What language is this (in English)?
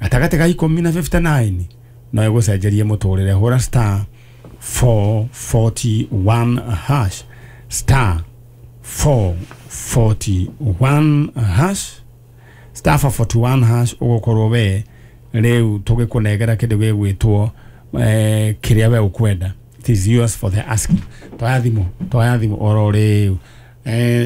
Kikuyu